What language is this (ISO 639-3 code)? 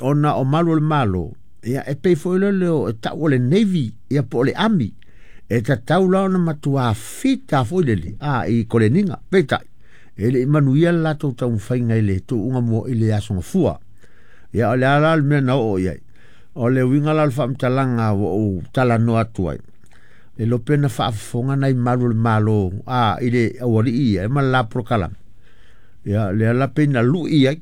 smo